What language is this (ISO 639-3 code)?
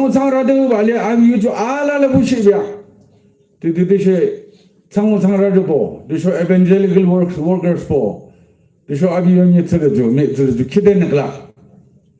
yim